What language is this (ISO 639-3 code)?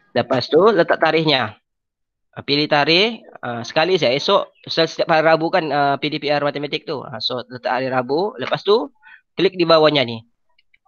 msa